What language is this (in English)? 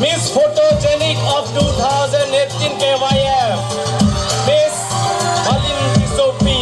Karbi